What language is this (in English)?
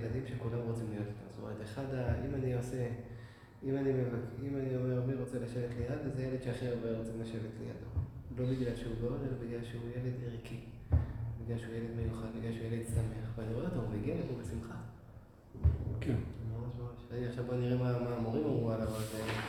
Hebrew